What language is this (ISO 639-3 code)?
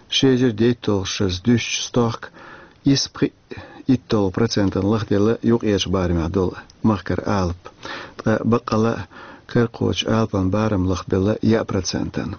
che